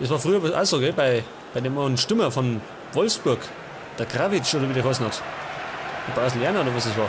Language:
Bavarian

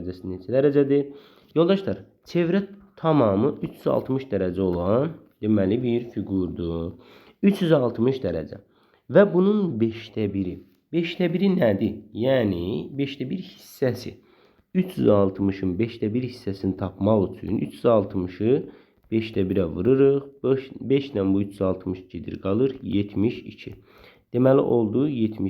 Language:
Azerbaijani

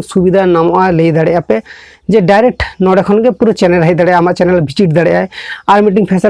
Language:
Santali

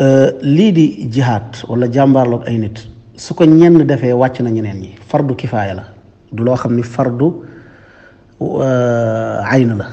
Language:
Wolof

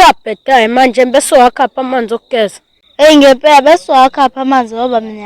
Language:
Zulu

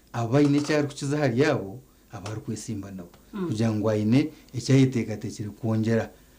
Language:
Nyankole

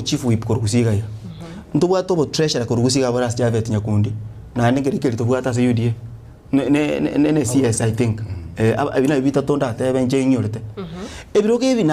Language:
Gusii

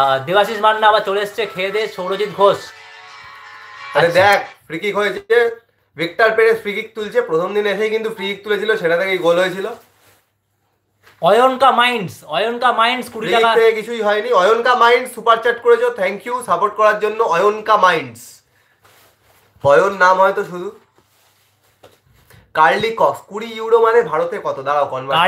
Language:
Bangla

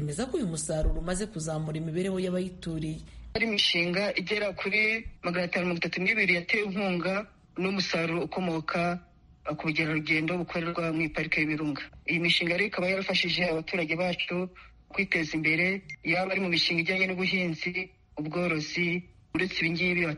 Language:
Kinyarwanda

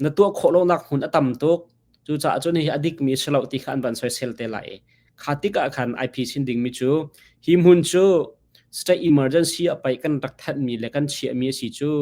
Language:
Hakha Chin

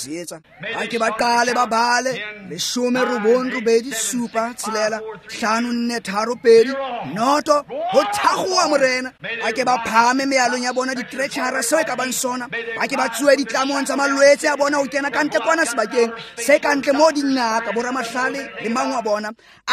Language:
Tswana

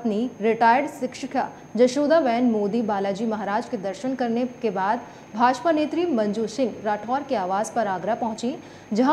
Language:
Hindi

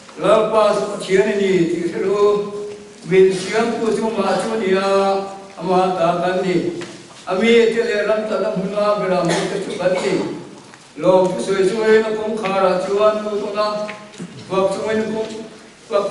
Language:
Mizo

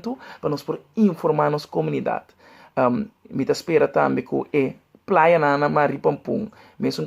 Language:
Papiamento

